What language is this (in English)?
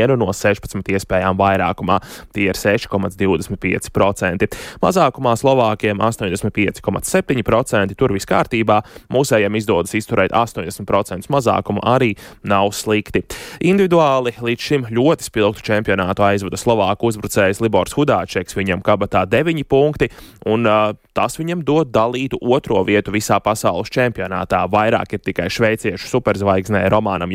Latvian